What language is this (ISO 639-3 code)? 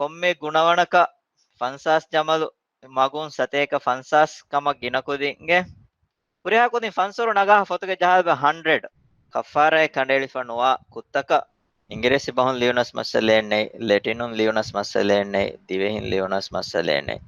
div